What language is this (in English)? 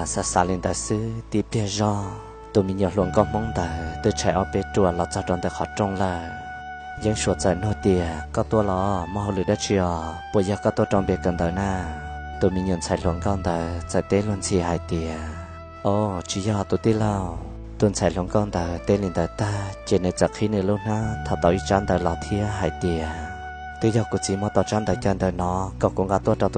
Hmong